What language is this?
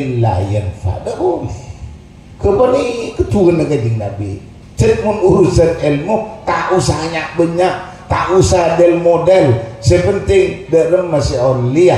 Madurese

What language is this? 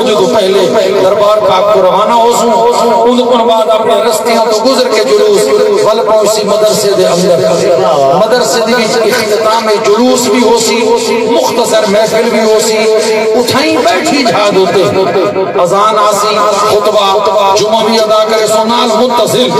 Saraiki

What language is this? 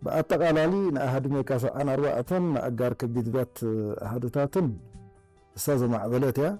Tigrinya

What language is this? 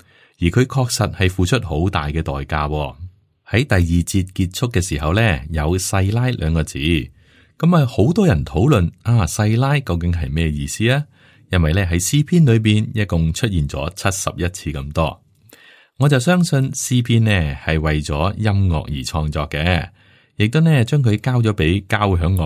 Cantonese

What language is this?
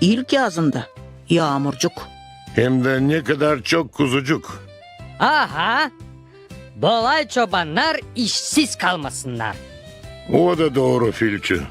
Gagauz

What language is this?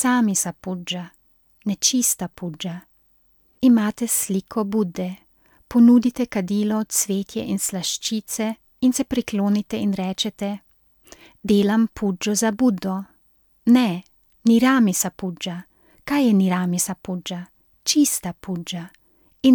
Slovenian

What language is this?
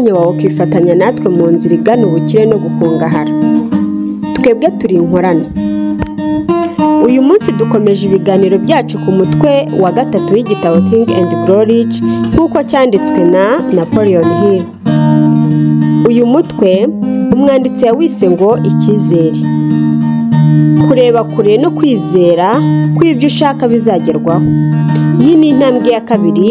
Kinyarwanda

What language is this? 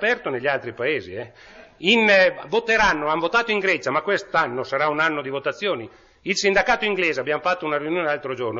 Italian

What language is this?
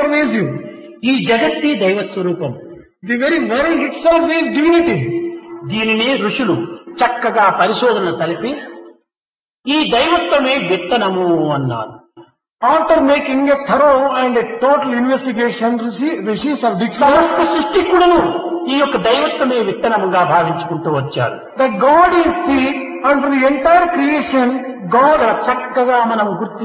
Telugu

